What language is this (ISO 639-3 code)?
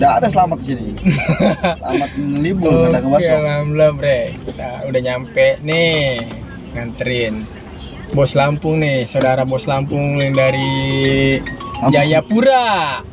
bew